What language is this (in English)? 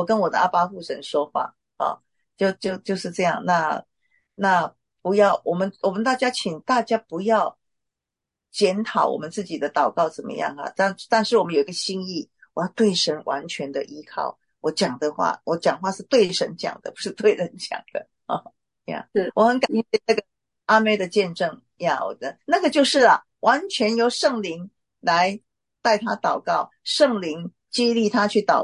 Chinese